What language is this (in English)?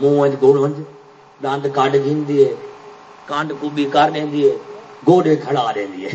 Saraiki